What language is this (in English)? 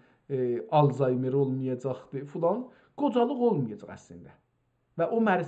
South Azerbaijani